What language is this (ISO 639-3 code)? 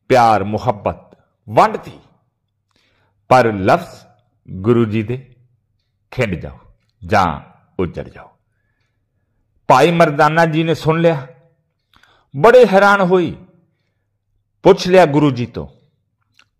pan